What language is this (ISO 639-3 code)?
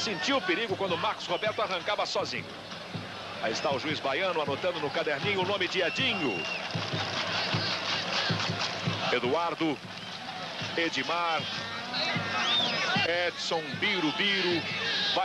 por